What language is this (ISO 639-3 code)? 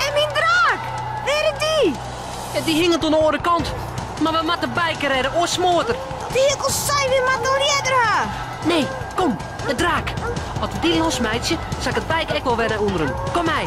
fry